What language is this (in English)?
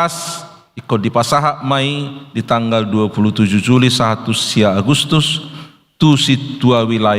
Batak Toba